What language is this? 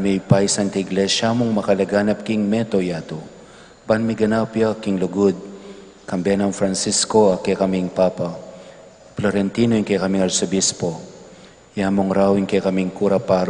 Pampanga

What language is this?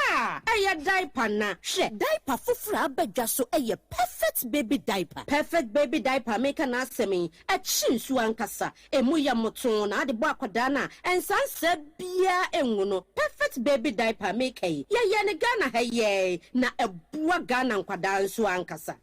Akan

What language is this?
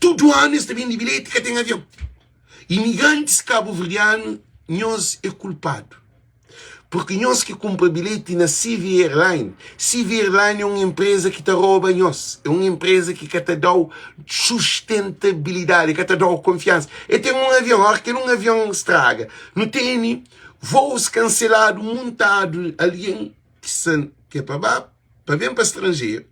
Kabuverdianu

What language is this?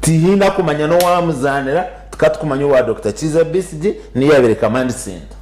Nyankole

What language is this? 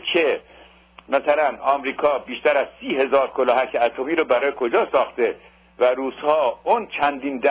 Persian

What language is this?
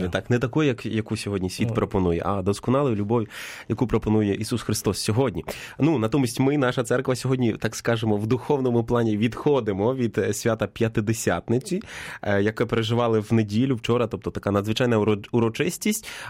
Ukrainian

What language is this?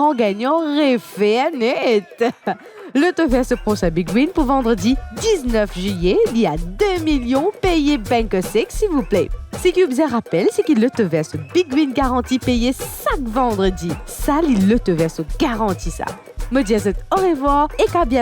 Morisyen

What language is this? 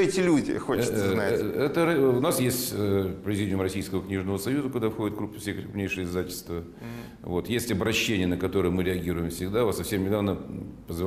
Russian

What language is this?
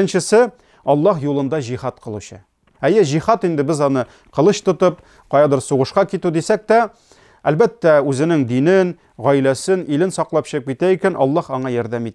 Tatar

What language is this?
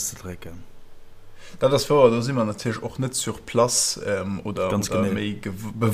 Luxembourgish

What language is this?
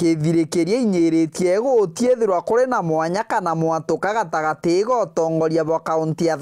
Meru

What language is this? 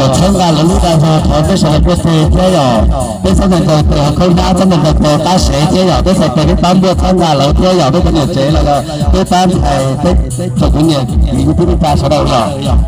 Hmong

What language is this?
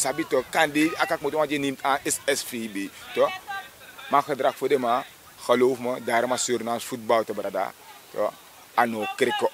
Sranan Tongo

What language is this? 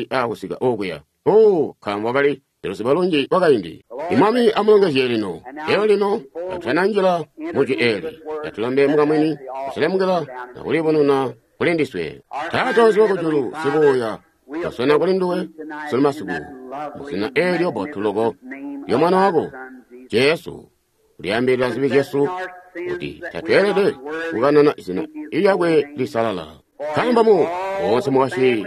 Tonga (Zambia)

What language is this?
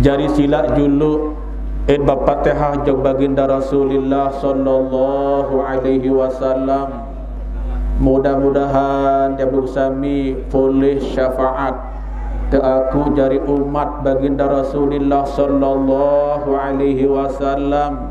Sasak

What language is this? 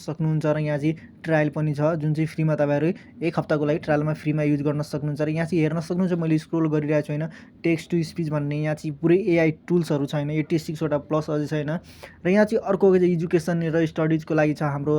Nepali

